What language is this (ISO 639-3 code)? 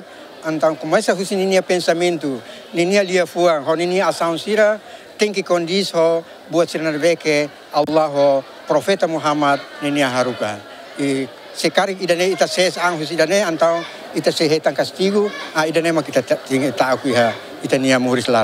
tet